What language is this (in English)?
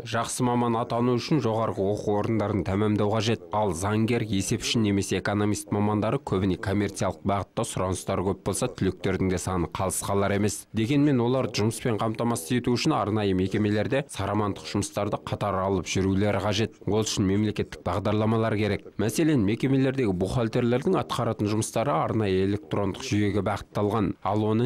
Kazakh